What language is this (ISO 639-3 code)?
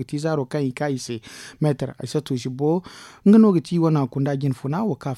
dje